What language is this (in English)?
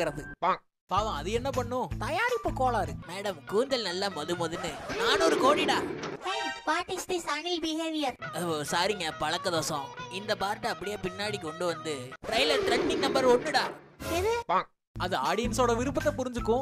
Tamil